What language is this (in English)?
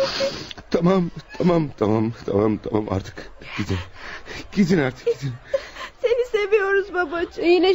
Turkish